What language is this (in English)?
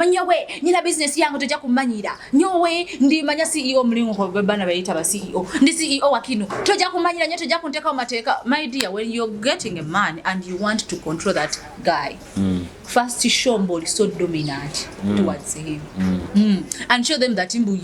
Nyoro